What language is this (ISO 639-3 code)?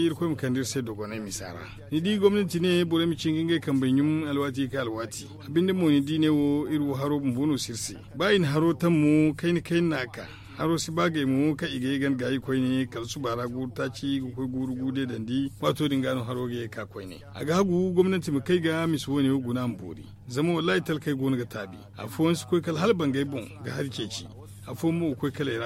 dje